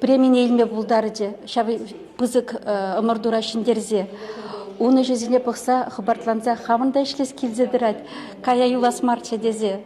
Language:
Chuvash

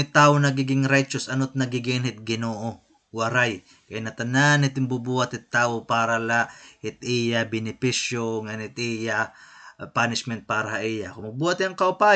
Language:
Waray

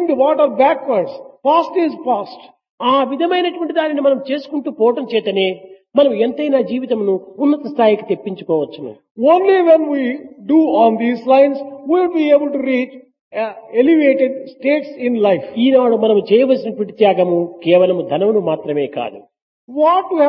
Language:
Telugu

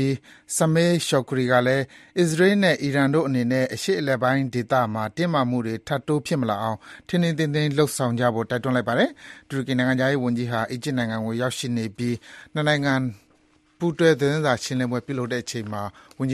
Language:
Burmese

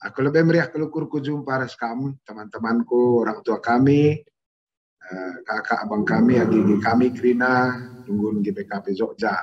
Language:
Batak Karo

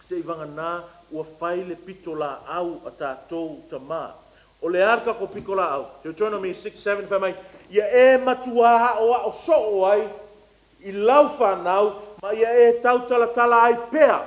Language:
Samoan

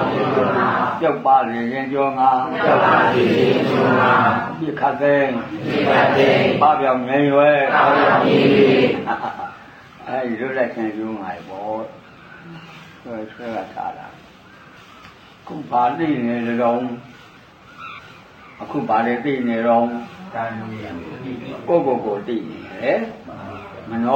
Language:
Burmese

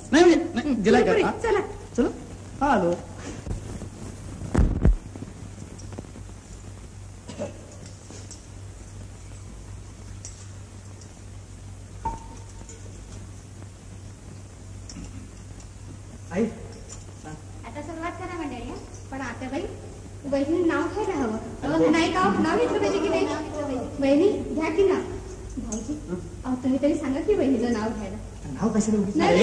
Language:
Marathi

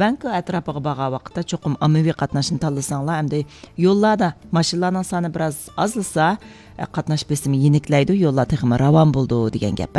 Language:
Uyghur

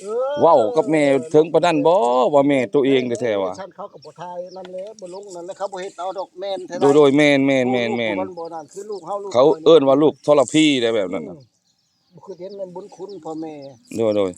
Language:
Lao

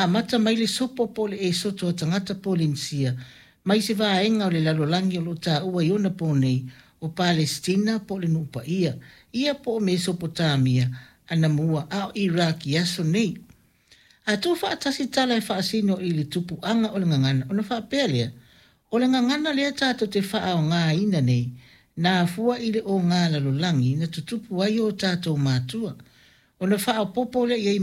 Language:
Samoan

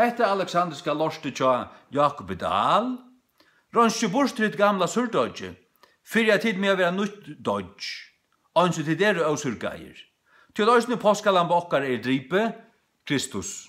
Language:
Faroese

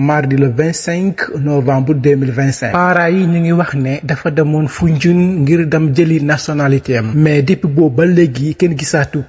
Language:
Wolof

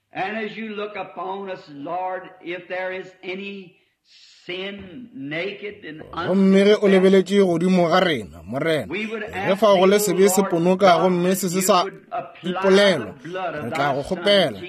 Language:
Northern Sotho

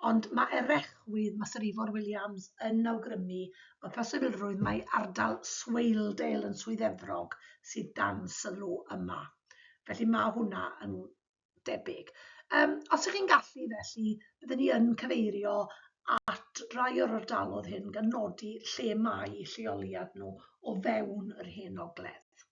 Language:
Welsh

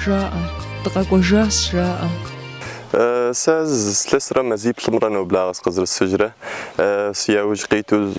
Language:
Kabardian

